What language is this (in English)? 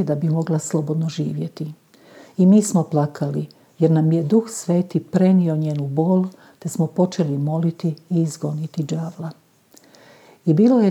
Croatian